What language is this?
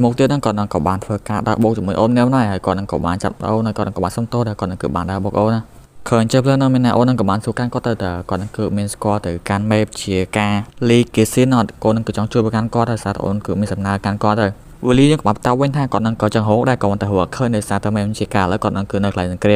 Khmer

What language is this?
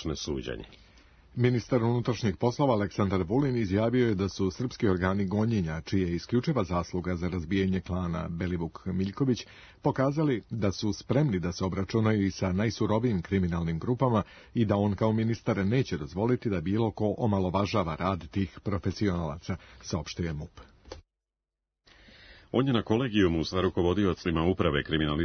Serbian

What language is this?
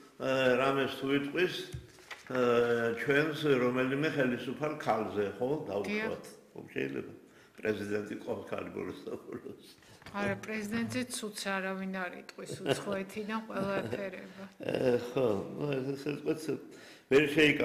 Georgian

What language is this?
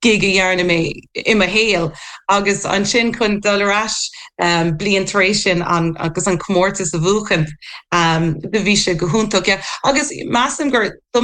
Irish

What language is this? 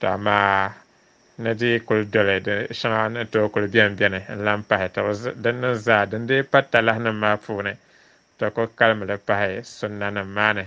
Dagbani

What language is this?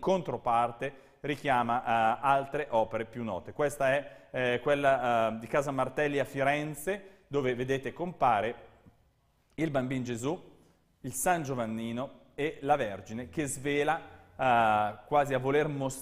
Italian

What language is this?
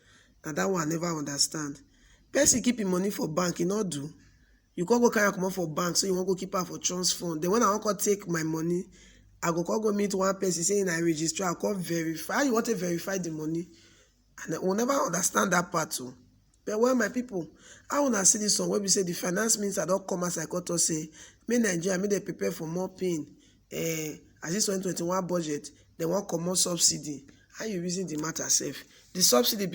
Nigerian Pidgin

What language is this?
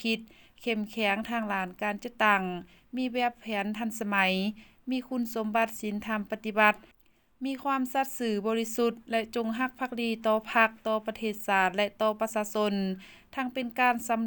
Lao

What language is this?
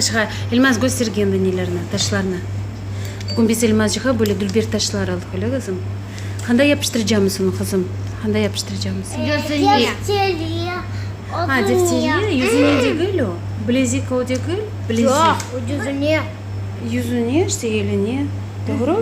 Crimean Tatar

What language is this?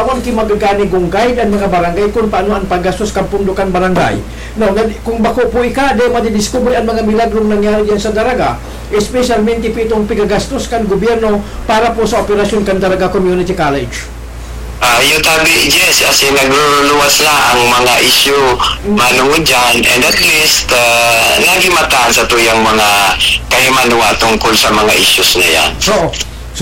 Bikol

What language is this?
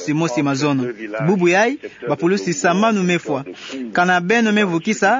Kituba (Democratic Republic of Congo)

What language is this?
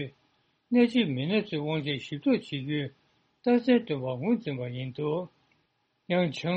Tibetan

